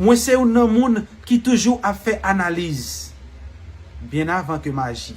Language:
Haitian Creole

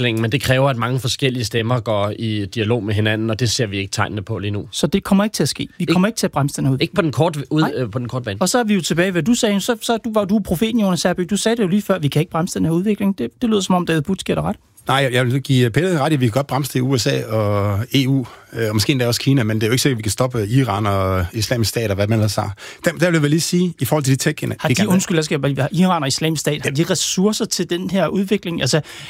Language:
Danish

